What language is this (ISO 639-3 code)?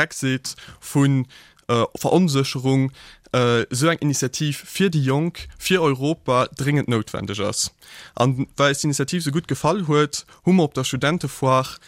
ltz